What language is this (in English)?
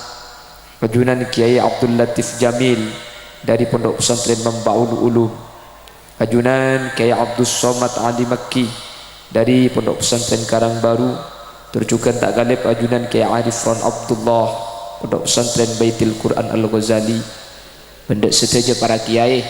Madurese